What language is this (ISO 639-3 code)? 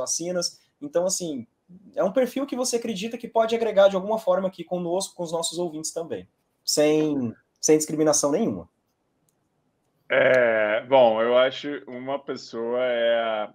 por